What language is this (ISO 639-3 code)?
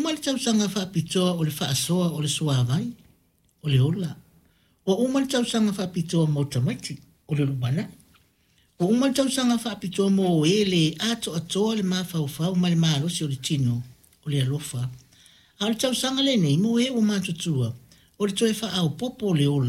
smo